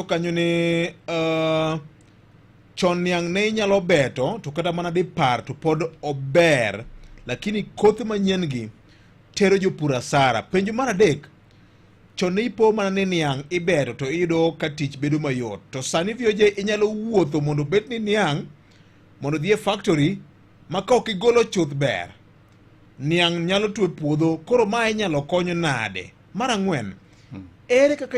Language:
Luo (Kenya and Tanzania)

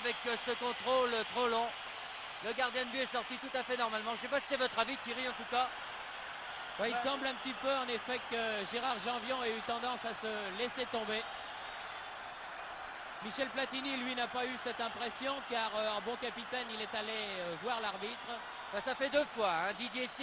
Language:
French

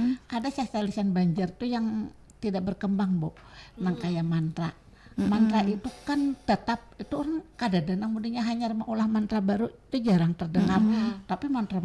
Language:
Banjar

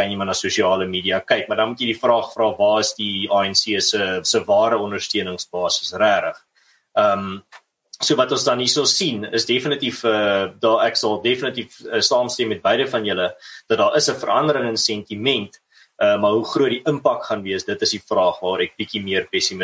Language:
Afrikaans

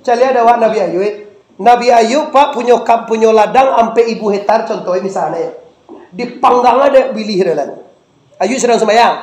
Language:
Minangkabau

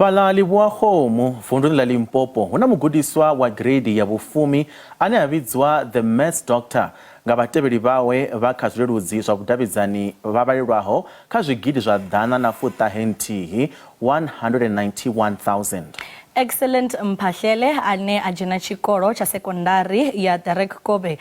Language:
Venda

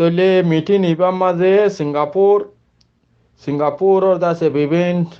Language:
Rohingya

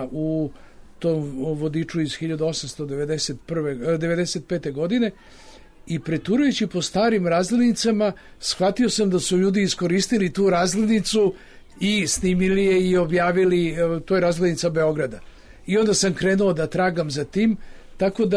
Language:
Serbian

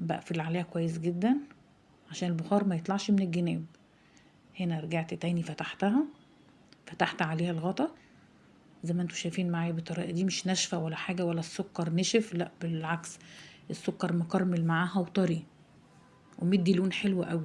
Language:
Egyptian Arabic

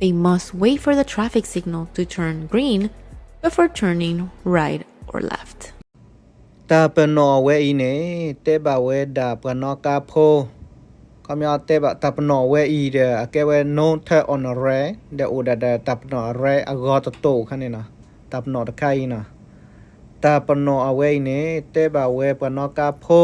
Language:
S'gaw Karen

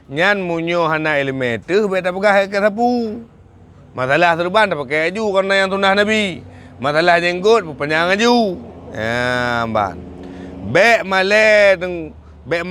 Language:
Achinese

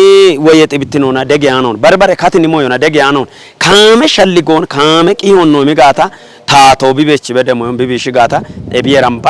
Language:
Kafa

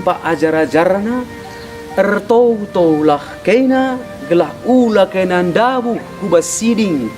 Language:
Batak Karo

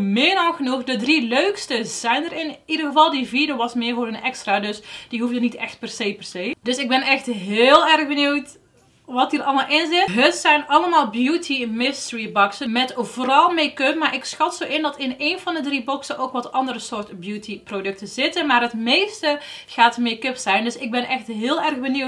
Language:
Dutch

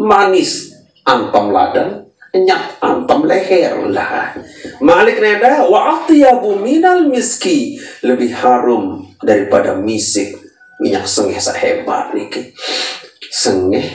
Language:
Sasak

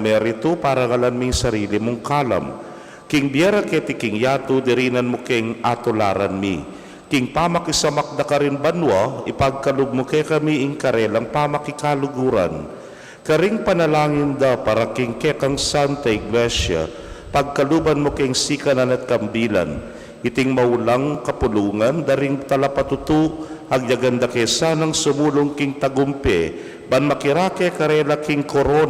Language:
Pampanga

